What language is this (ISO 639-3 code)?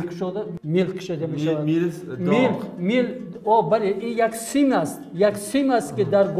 fas